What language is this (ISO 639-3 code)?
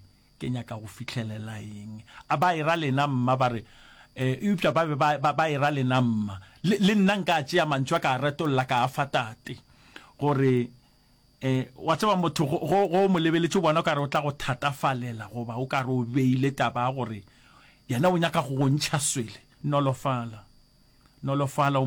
nso